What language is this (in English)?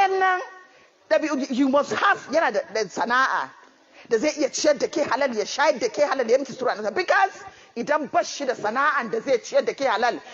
Hausa